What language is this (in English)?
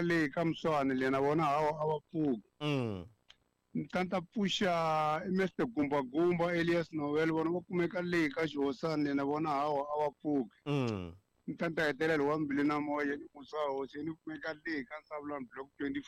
Tsonga